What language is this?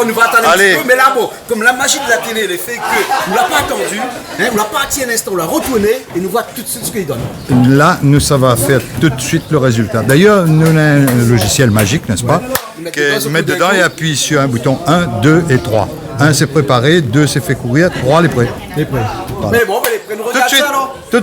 Réunion Creole French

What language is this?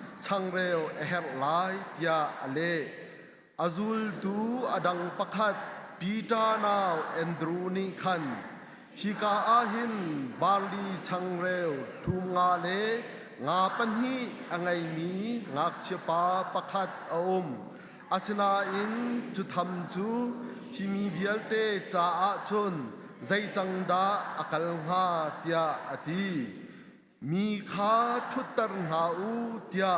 Hakha Chin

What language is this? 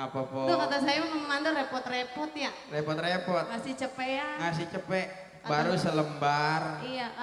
Betawi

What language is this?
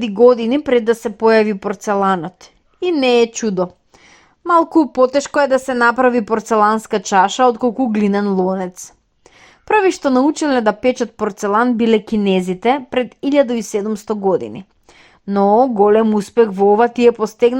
Macedonian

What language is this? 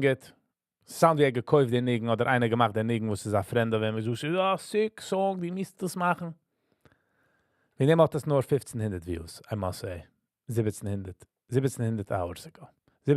Yiddish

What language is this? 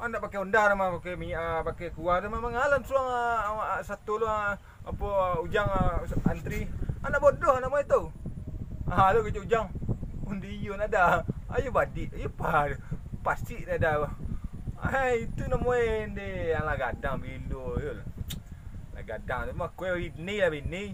Minangkabau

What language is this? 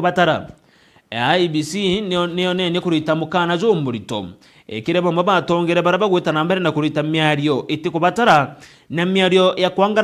Meru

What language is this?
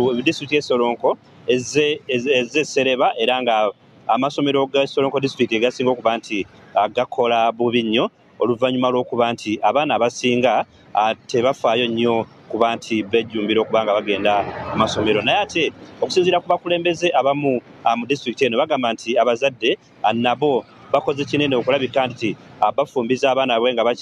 Ganda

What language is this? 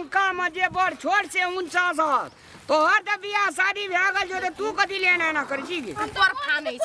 Maithili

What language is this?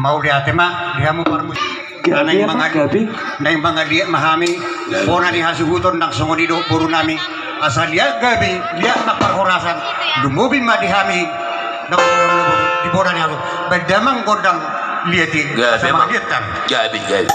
Batak Toba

